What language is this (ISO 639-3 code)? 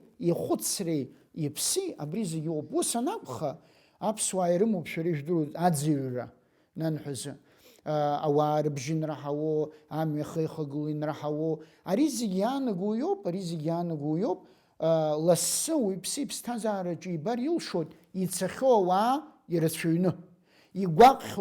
abk